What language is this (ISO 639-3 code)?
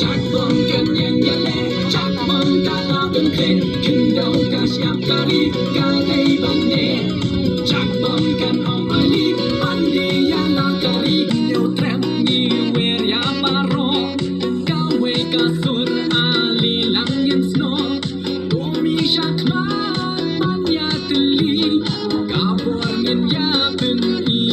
kha